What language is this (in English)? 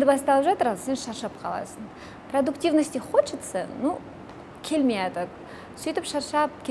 Kazakh